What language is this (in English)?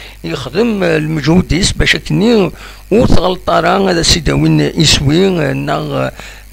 Kabyle